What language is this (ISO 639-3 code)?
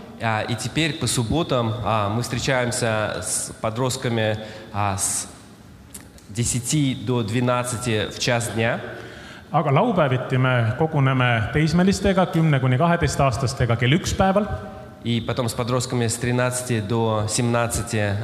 est